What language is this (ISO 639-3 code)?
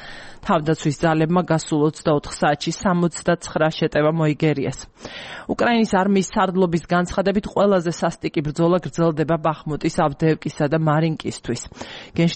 kat